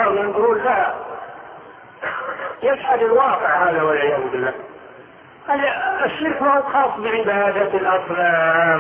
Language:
Arabic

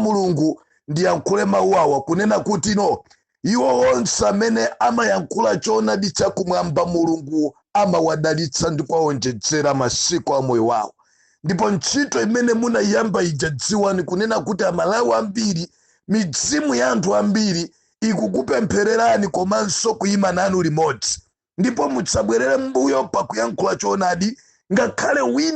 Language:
Nyanja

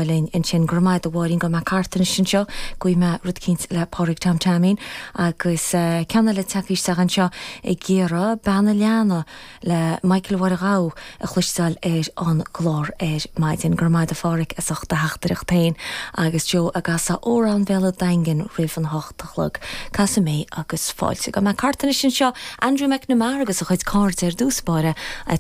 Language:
Irish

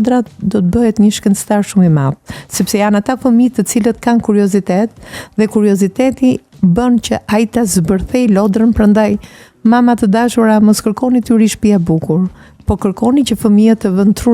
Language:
Albanian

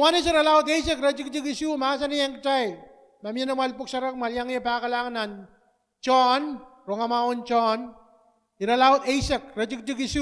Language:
Pohnpeian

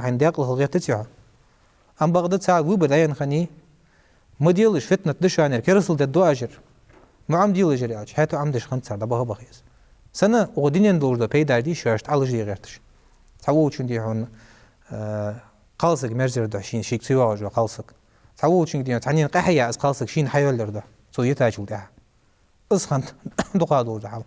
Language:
Ingush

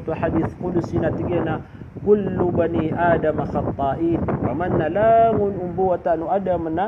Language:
Maranao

